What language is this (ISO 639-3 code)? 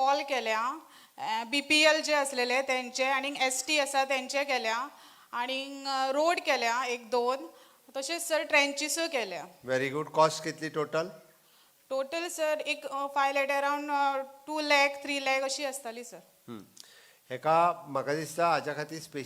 kok